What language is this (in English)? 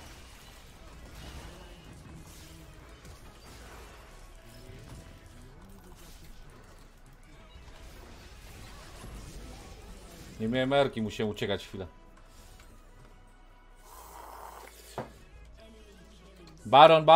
Polish